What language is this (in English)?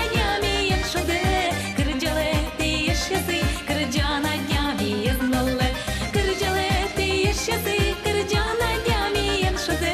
Udmurt